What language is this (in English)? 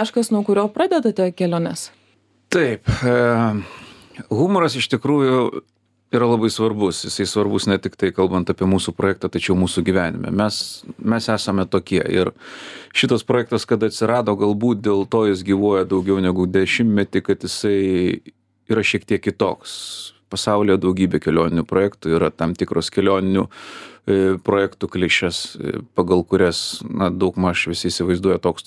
Lithuanian